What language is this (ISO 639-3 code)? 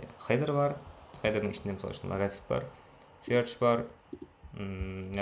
kaa